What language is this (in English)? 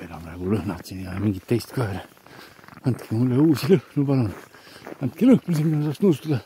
Estonian